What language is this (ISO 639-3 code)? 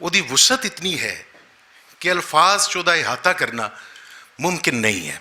lah